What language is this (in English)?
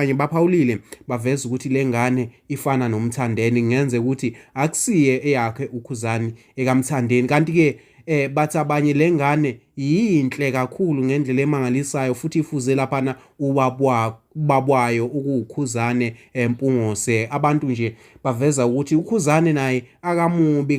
Zulu